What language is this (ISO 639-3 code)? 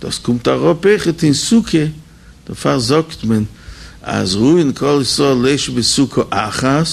yid